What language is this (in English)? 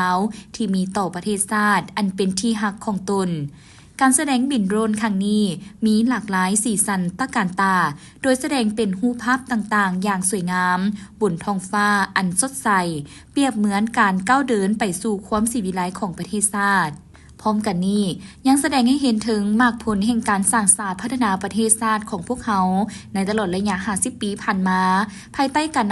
Lao